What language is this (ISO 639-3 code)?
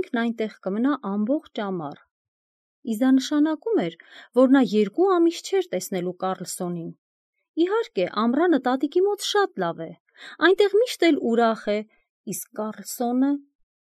hye